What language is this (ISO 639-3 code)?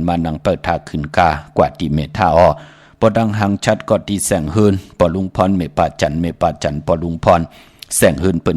shn